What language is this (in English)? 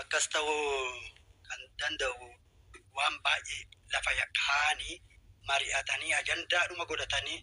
Oromo